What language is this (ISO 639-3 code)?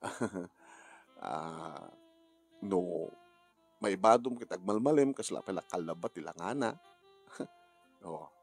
ilo